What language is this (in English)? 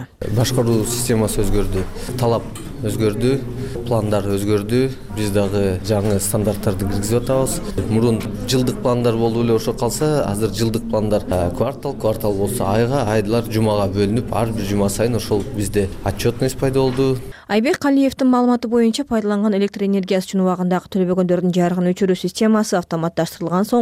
Kyrgyz